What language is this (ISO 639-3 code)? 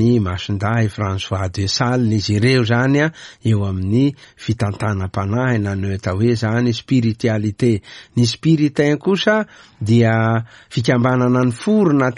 mlg